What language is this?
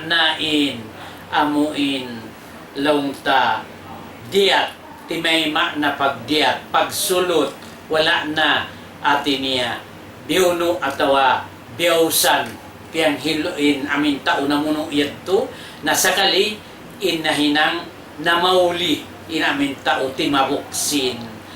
Tausug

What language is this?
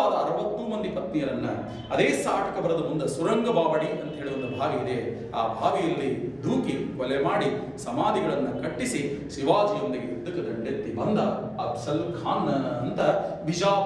Kannada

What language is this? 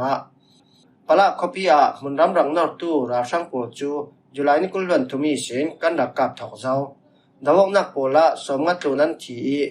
Falam Chin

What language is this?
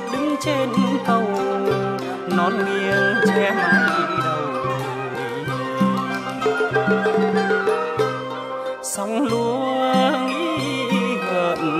Vietnamese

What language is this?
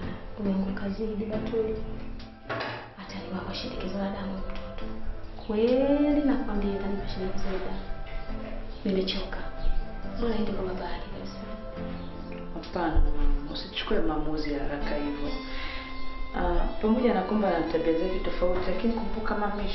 Swahili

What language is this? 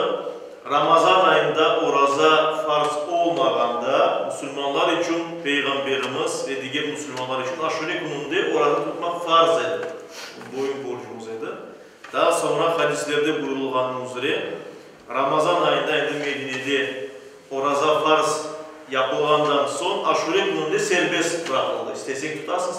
Crimean Tatar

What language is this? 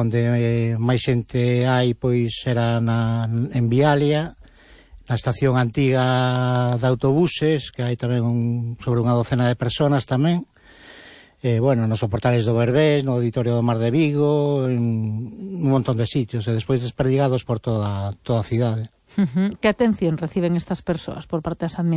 Galician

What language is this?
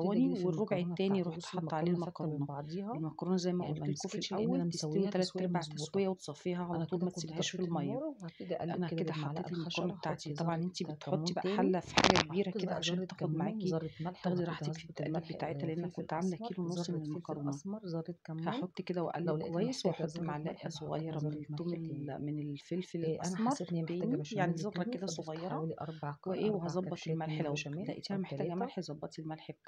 Egyptian Arabic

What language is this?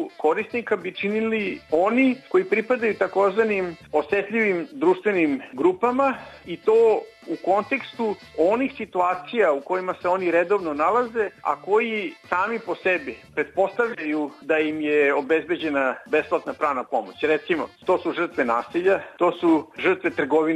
Serbian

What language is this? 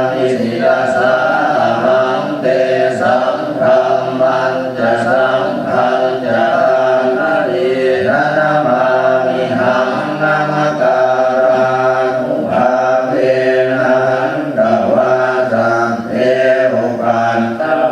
Pali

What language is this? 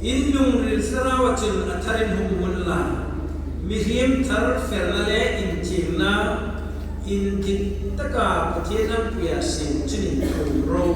Hmar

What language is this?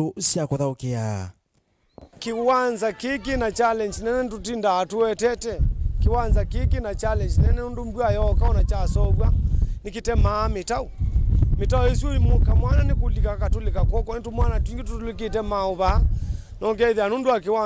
Kamba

